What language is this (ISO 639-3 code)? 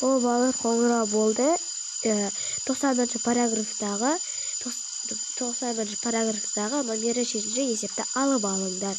kaz